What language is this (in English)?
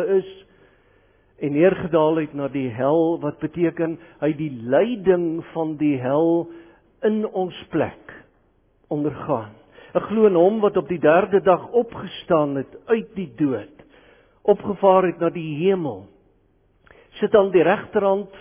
Afrikaans